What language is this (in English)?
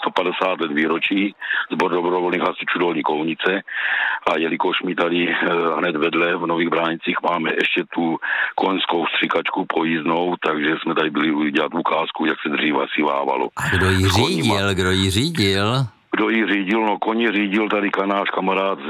Czech